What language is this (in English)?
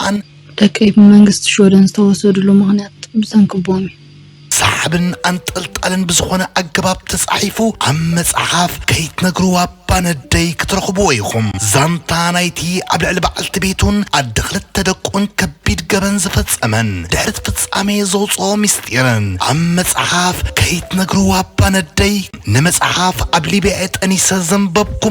Tigrinya